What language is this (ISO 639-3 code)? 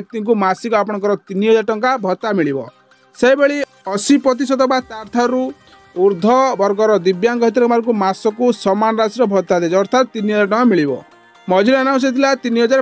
ori